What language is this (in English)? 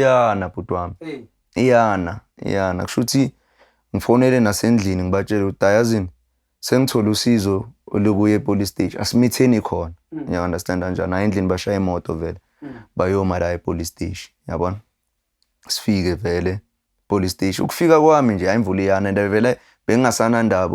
Zulu